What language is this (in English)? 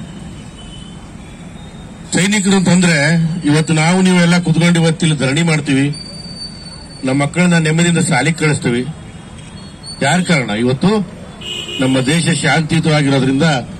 Kannada